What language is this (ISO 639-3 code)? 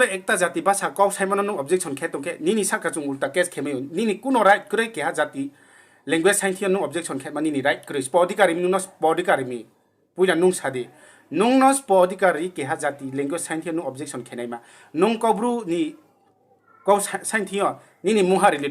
ria